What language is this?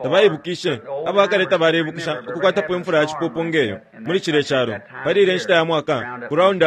Bemba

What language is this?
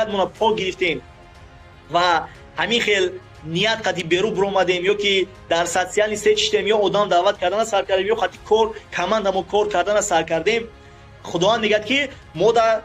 Tajik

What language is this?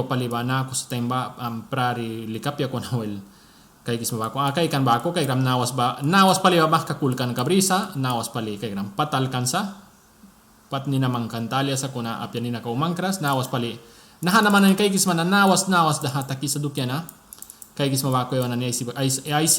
Mískito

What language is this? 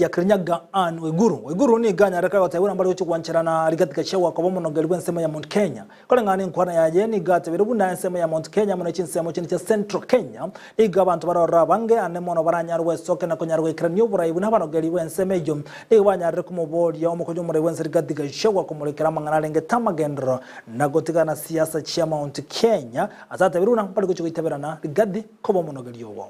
Gusii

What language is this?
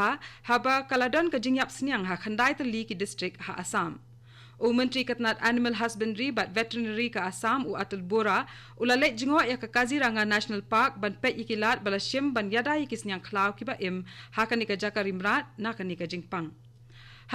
Khasi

